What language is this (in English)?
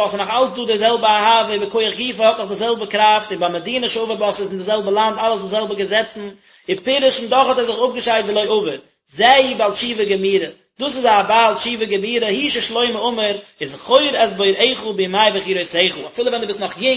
Yiddish